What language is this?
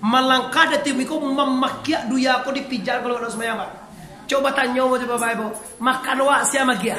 Minangkabau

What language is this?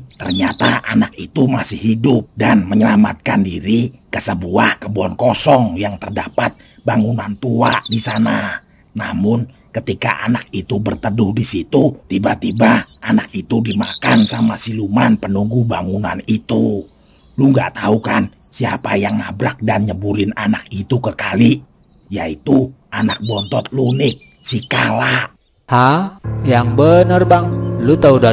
Betawi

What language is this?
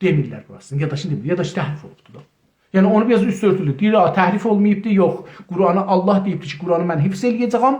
South Azerbaijani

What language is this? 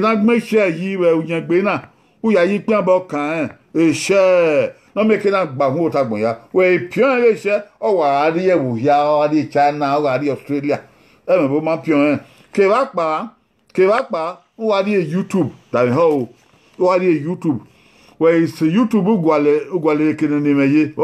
Bini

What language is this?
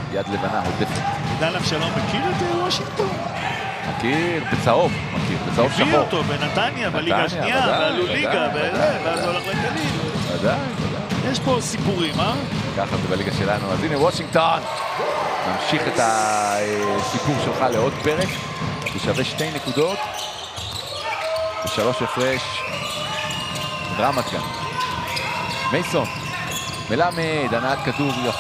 Hebrew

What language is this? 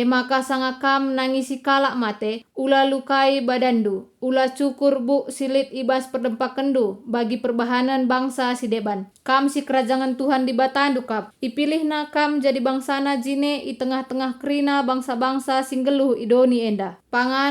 Batak Karo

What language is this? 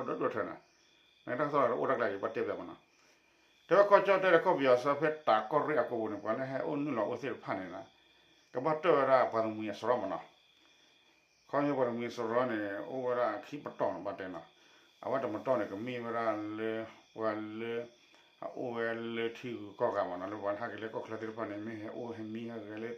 S'gaw Karen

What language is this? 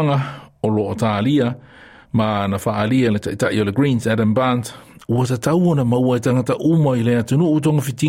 Samoan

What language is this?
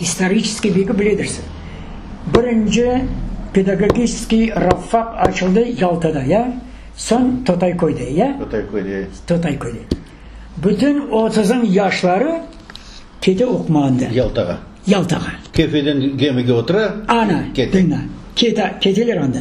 Crimean Tatar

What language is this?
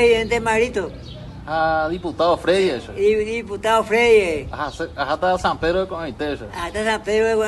Guarani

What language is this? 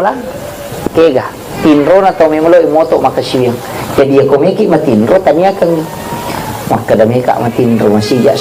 Buginese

